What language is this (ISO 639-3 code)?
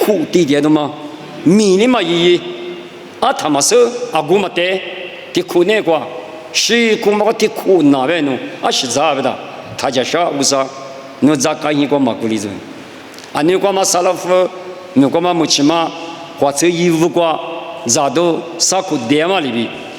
lis